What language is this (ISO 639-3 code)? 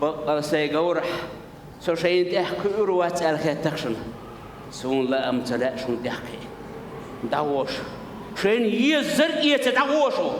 che